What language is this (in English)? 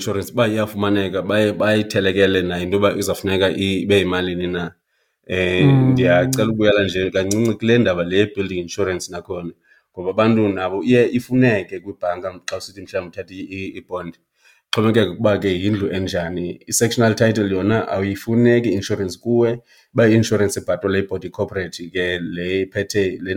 Xhosa